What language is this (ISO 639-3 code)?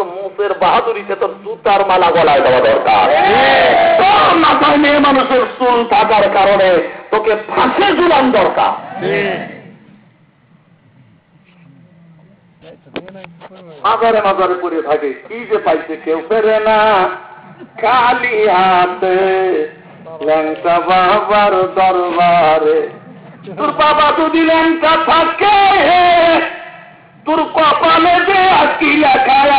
ben